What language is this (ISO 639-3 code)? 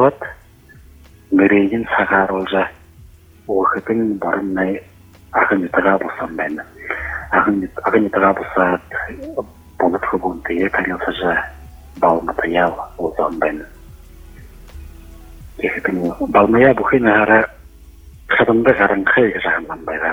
bua